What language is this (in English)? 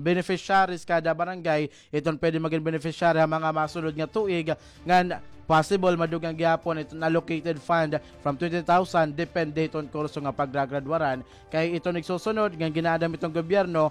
Waray